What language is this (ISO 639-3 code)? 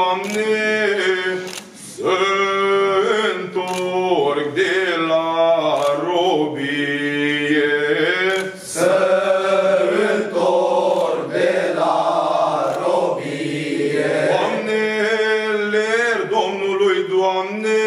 ron